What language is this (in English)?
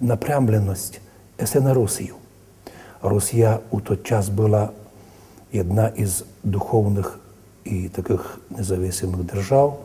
Rusyn